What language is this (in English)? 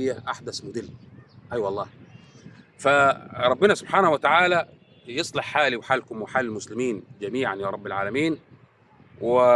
Egyptian Arabic